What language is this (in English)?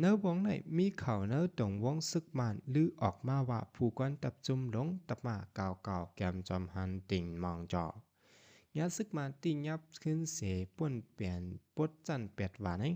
Shan